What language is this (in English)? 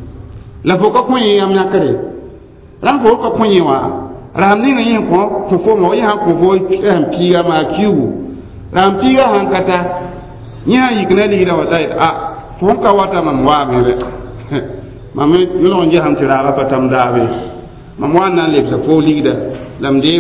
Mossi